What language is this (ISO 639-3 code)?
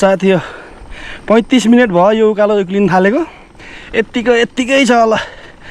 nep